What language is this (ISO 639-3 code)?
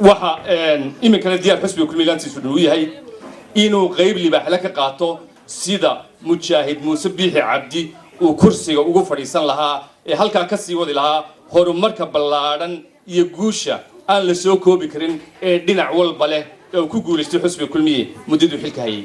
som